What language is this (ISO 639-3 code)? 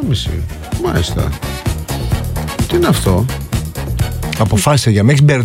ell